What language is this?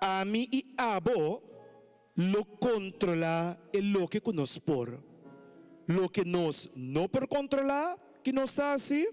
Papiamento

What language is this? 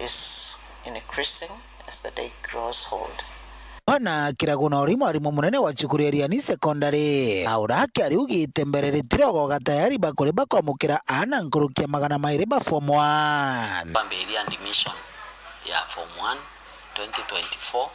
Meru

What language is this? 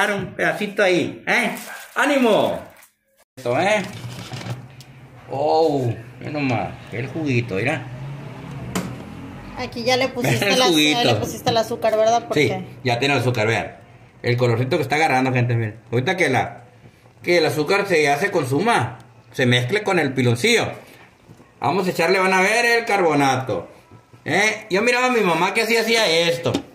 Spanish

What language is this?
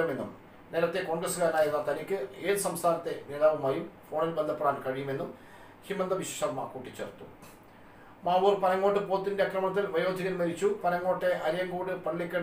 Malayalam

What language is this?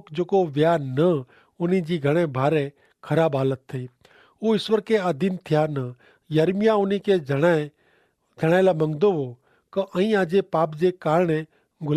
Kachhi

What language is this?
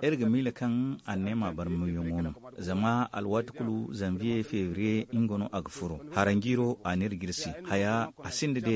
Zarma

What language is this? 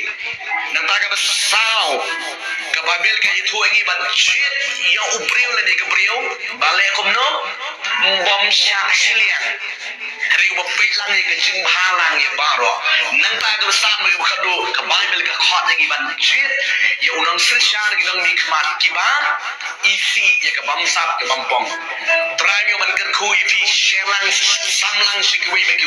Khasi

